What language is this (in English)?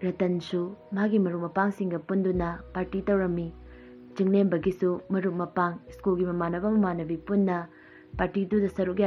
Manipuri